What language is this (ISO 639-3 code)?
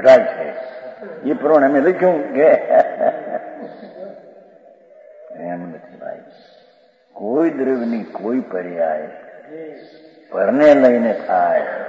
guj